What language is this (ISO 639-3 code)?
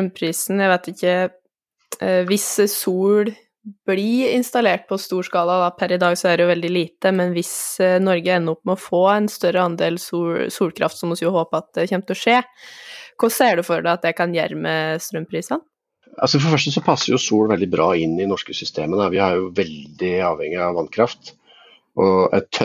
nor